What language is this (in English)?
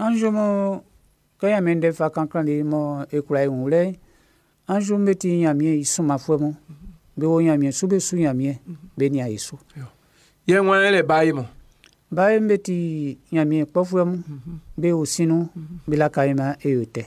Baoulé